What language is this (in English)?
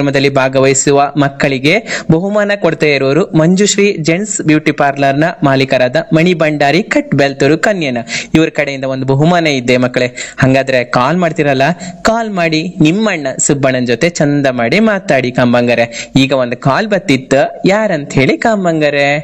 Kannada